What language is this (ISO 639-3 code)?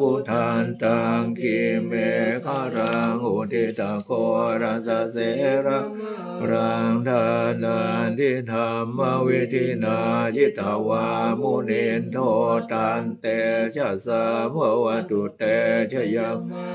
pli